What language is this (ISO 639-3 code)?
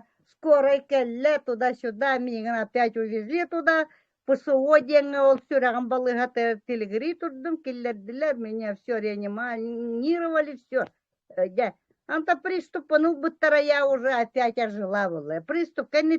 sah